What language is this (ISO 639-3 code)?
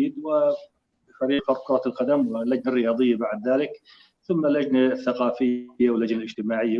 apc